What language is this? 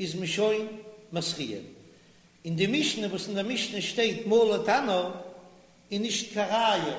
Yiddish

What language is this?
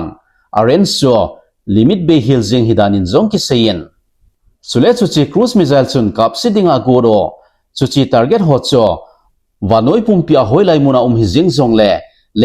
Thado Chin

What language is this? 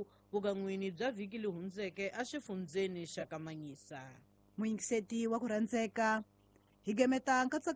Tsonga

